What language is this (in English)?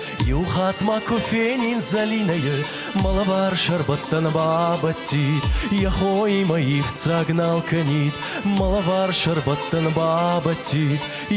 Ossetic